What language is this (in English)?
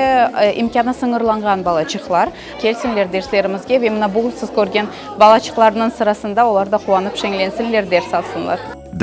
Crimean Tatar